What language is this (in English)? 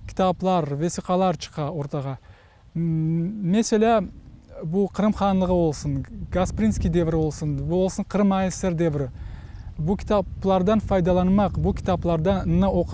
Crimean Tatar